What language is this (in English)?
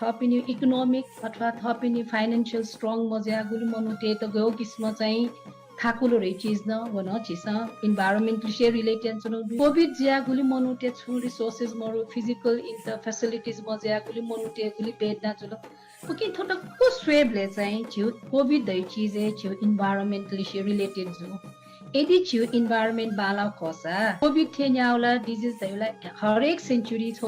Newari